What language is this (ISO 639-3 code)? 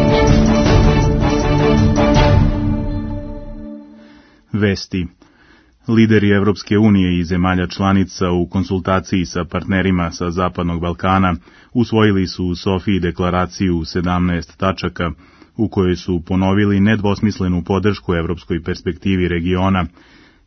srp